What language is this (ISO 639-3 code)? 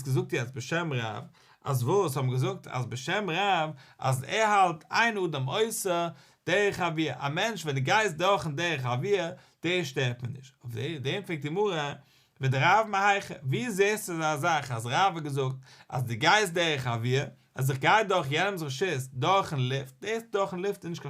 yid